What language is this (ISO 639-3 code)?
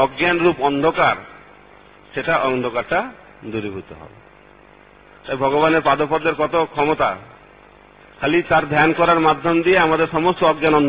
ben